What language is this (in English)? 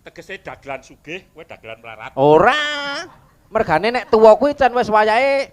Javanese